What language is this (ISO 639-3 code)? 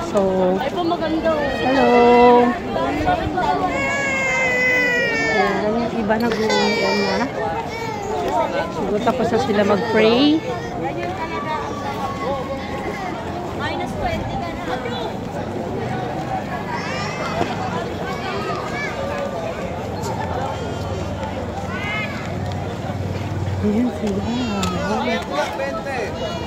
fil